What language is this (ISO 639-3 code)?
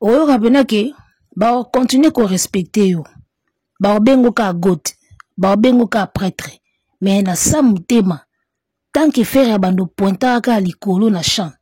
lin